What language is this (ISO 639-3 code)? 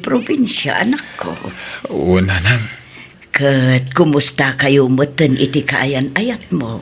ilo